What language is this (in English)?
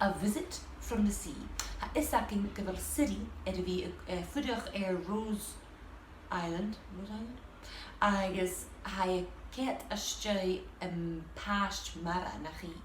Scottish Gaelic